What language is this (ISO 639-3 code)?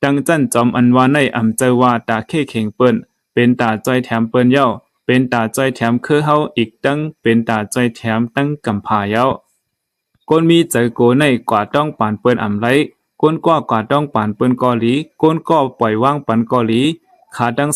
shn